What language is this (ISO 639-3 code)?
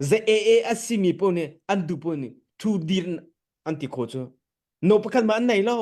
cnh